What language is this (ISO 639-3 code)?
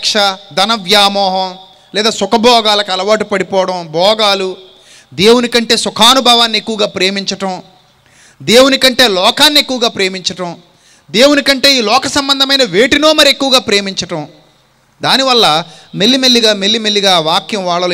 tel